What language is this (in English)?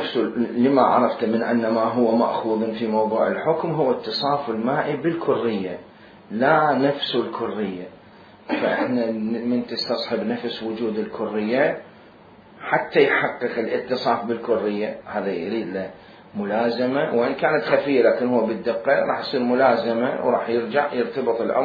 Mesopotamian Arabic